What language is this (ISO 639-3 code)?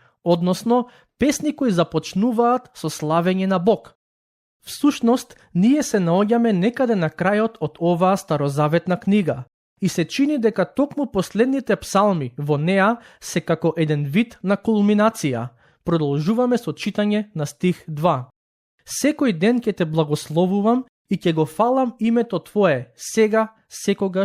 mkd